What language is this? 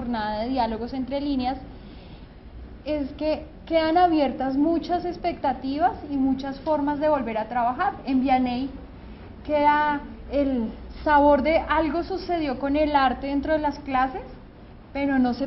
Spanish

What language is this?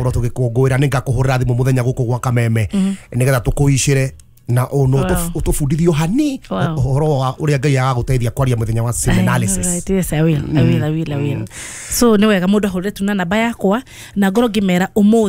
Kikuyu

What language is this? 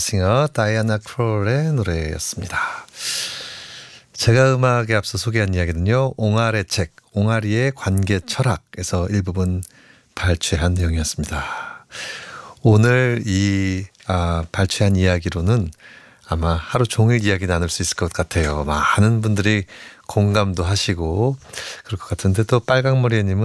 Korean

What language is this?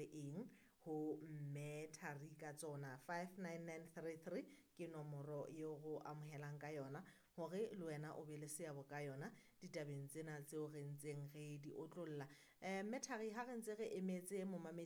Southern Sotho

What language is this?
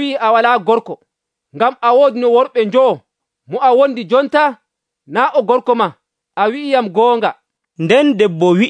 Nigerian Fulfulde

